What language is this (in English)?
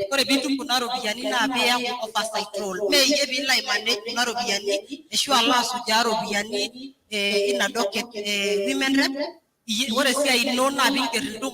Masai